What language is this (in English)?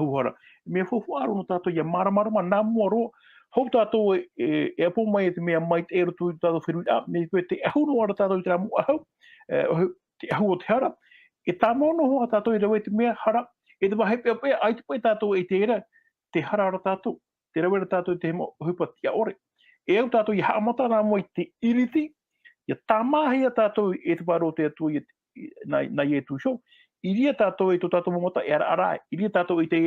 Tahitian